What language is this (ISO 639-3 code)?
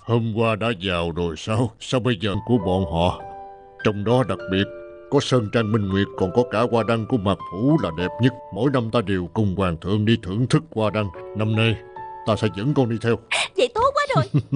vie